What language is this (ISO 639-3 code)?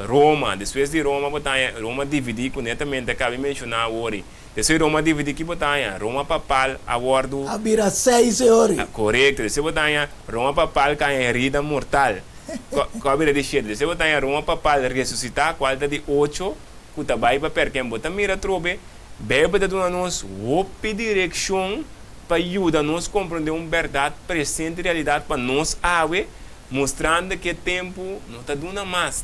pap